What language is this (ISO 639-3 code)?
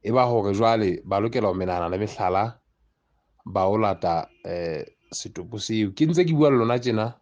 sot